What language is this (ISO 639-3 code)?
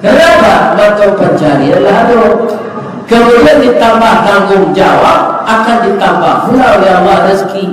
min